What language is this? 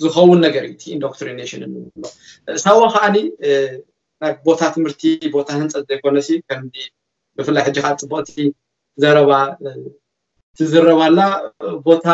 Tigrinya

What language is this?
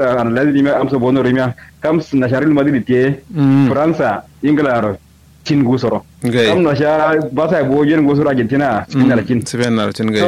Kanuri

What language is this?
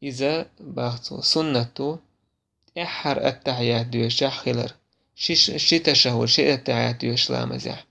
Chechen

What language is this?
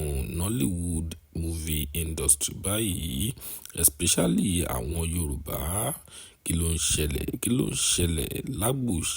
Yoruba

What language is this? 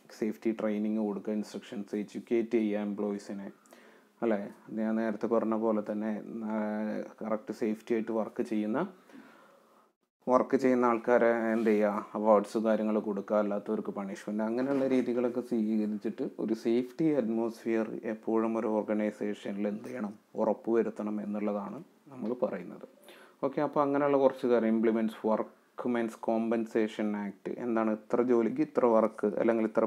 Malayalam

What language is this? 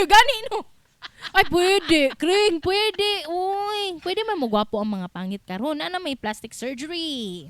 Cebuano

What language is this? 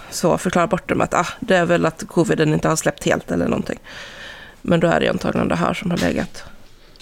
Swedish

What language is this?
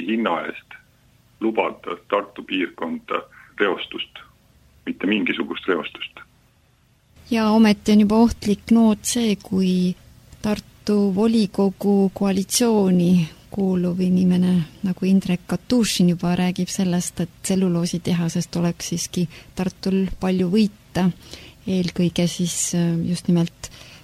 Estonian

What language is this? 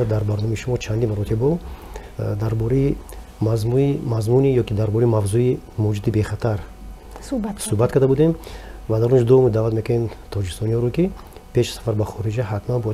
Tajik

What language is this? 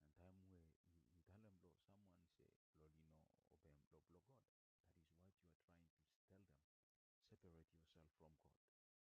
Bislama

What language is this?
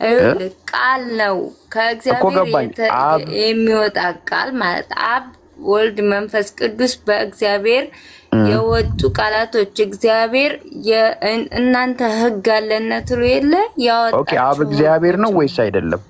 Amharic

